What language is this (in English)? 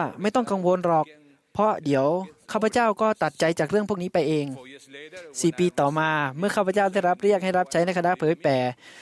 Thai